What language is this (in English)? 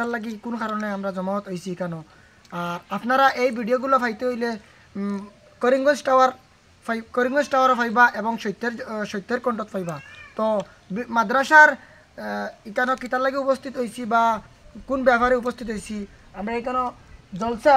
Sylheti